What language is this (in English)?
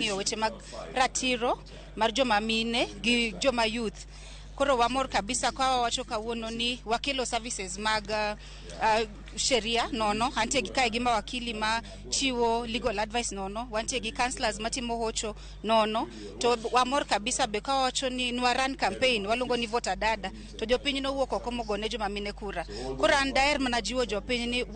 Luo (Kenya and Tanzania)